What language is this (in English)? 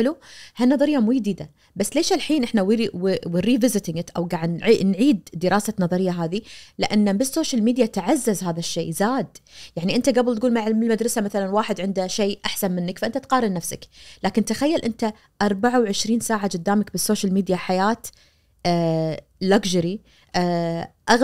Najdi Arabic